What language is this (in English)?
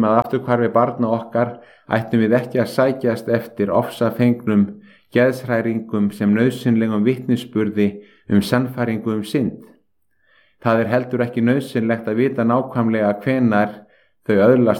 Icelandic